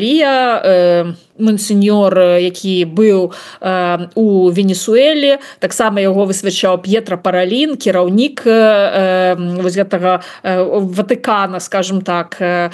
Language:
Belarusian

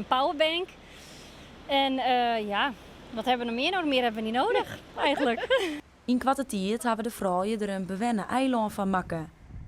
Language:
Western Frisian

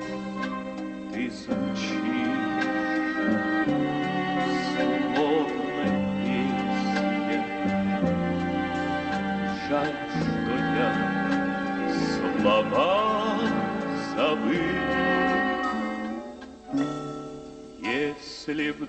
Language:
Russian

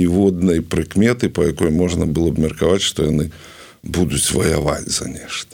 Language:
Belarusian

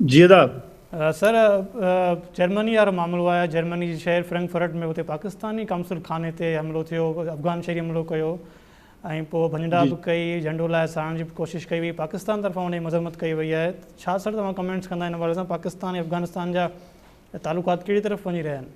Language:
Sindhi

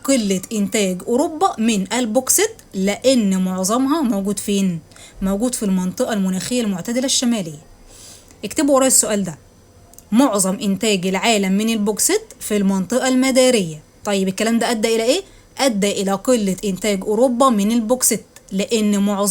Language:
Egyptian Arabic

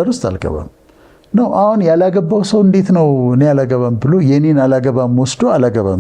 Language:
Amharic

